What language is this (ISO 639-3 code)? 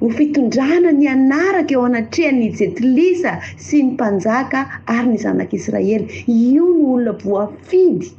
mlg